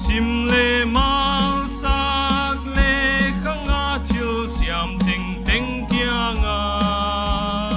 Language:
Paite Chin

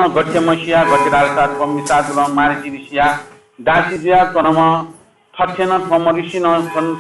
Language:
Newari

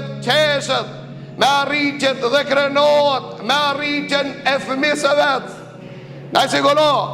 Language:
Albanian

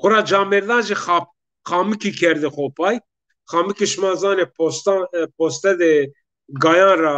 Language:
Zaza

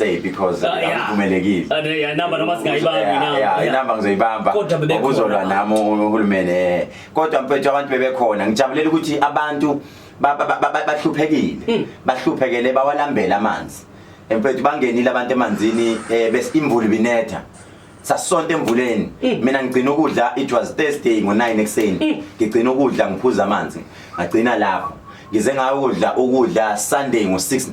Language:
Zulu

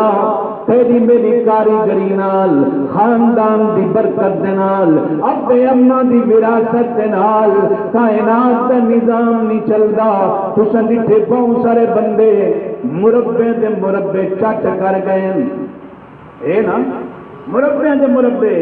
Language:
Saraiki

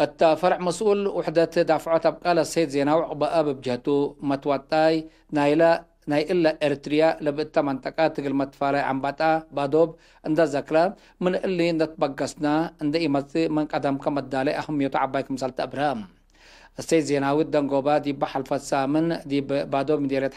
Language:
Tigre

